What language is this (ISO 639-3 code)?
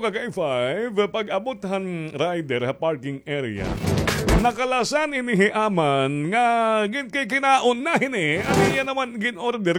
war